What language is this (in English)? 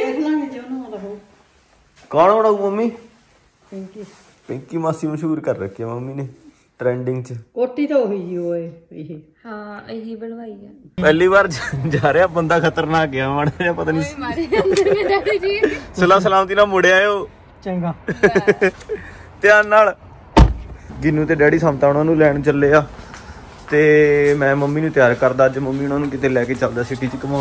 Punjabi